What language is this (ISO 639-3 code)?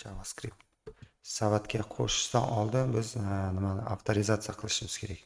uzb